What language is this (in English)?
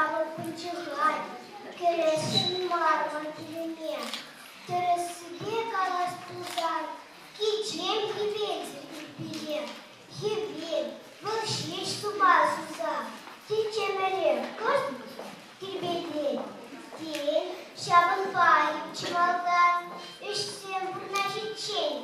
Chuvash